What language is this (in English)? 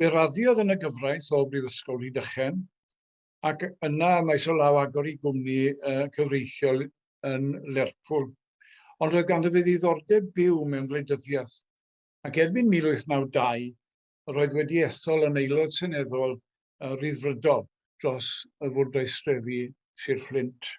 Welsh